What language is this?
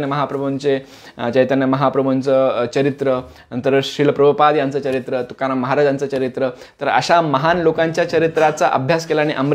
Marathi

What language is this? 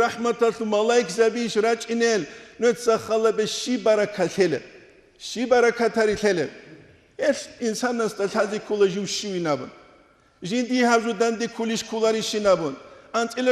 Avaric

